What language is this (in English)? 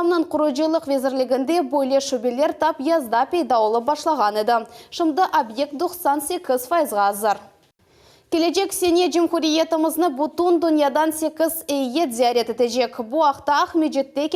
Crimean Tatar